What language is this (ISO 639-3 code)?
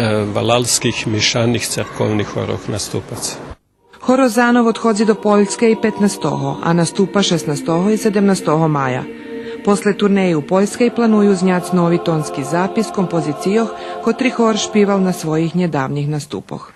rue